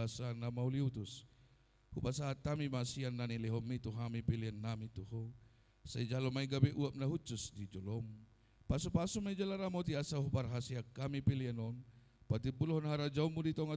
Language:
Batak Toba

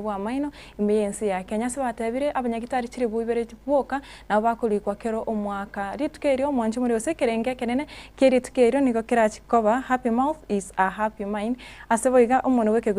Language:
Gusii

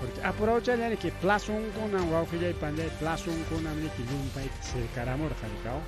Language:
Ayacucho Quechua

